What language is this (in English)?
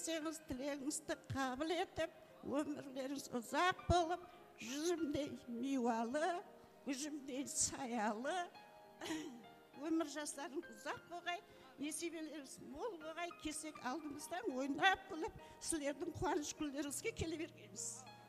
Kara-Kalpak